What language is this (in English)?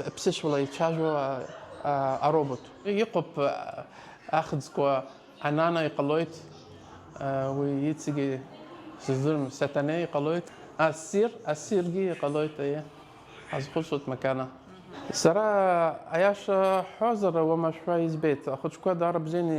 Abkhazian